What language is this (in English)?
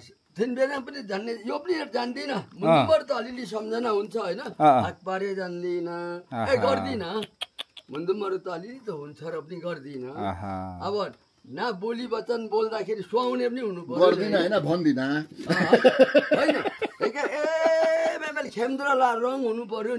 Nepali